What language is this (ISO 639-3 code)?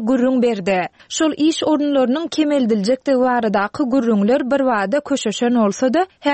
tuk